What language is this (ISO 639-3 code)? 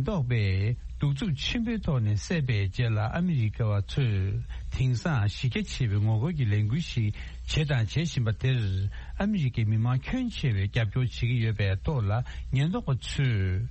bod